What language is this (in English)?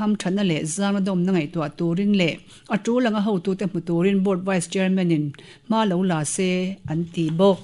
Mizo